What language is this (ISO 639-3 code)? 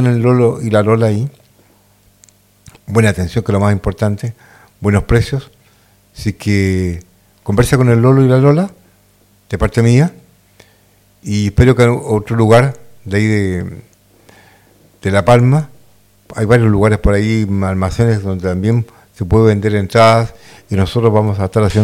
spa